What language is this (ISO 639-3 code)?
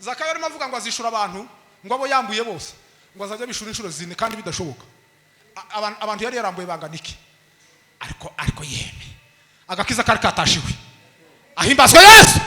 kin